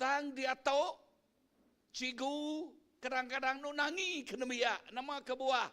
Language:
Iban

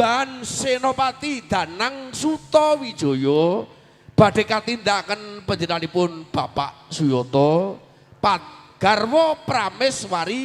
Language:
Javanese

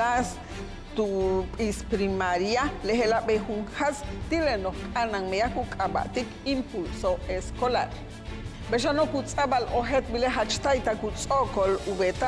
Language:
Yucateco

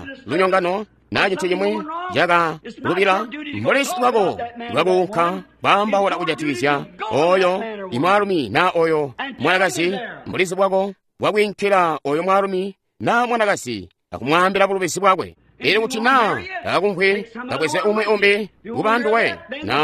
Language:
Tonga (Zambia)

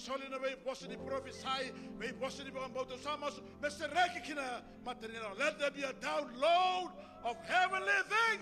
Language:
Fijian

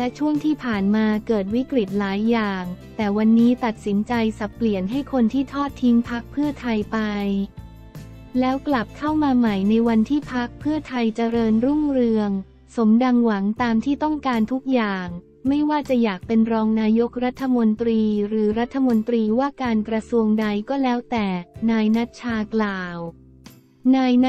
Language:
Thai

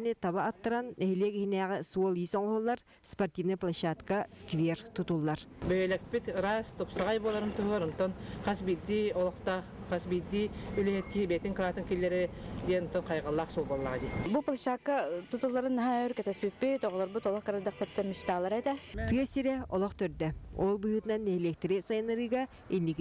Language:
Yakut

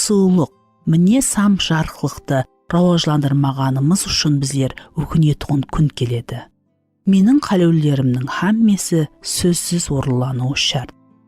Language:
Kara-Kalpak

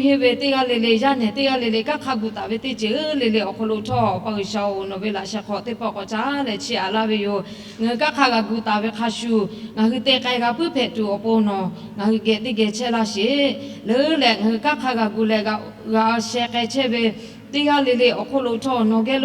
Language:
Lahu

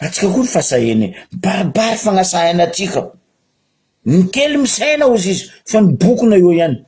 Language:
Malagasy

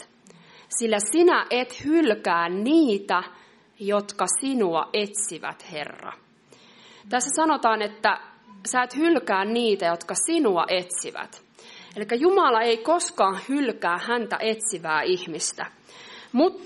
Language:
Finnish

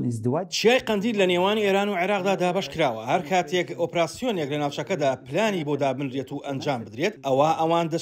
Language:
Central Kurdish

